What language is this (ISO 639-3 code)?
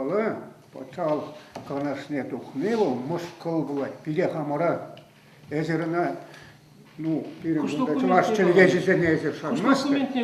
chv